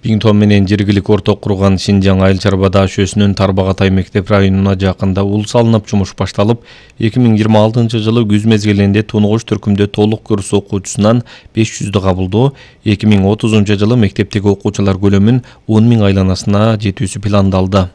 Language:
Kyrgyz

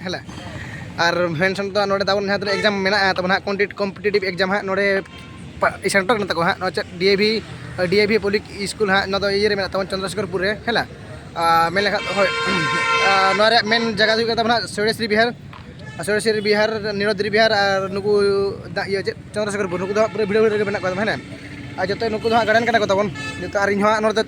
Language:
Santali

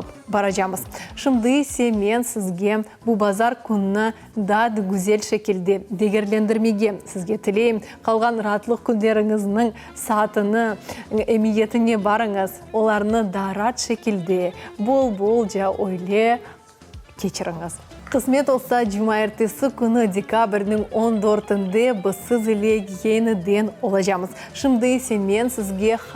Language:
Crimean Tatar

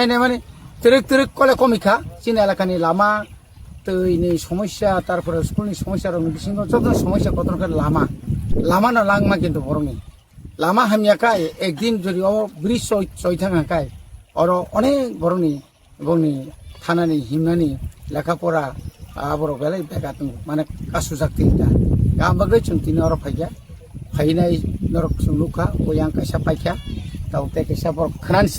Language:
Kok Borok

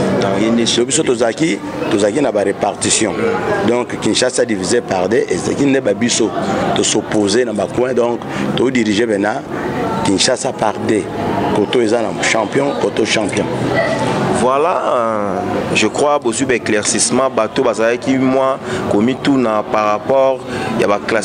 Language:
Lingala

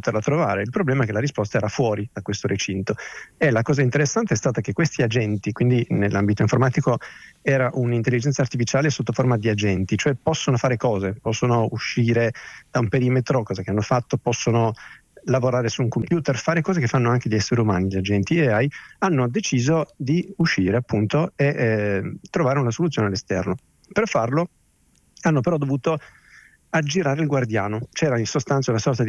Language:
Italian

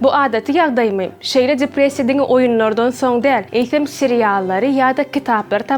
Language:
Turkmen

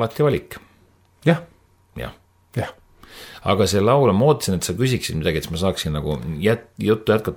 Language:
Estonian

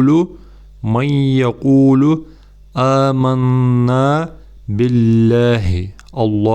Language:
Ingush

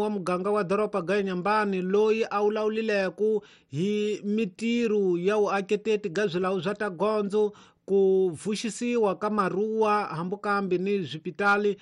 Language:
Tsonga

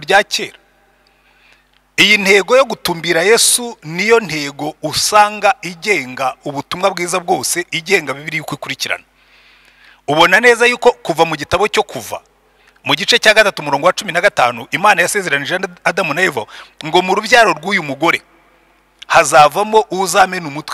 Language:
Kinyarwanda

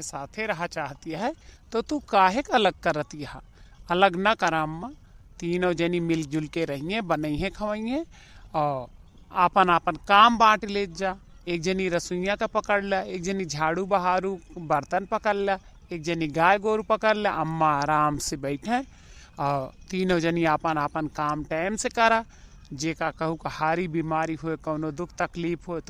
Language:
Awadhi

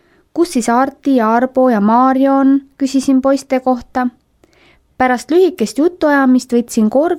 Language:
Estonian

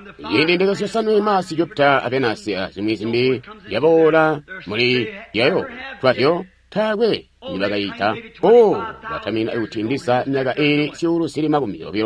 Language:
Tonga (Zambia)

